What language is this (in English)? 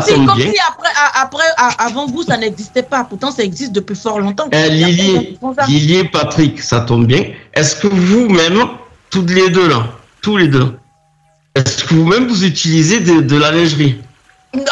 French